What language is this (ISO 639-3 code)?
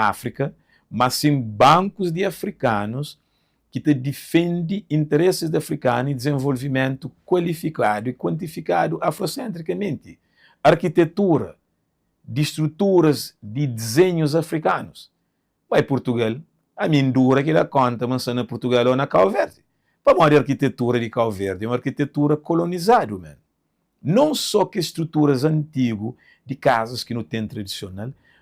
kea